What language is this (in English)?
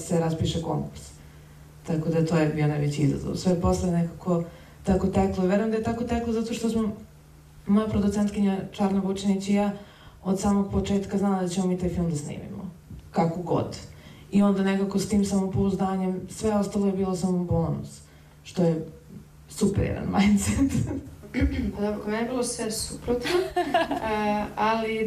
Serbian